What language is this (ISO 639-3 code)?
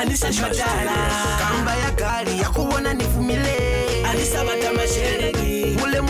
loz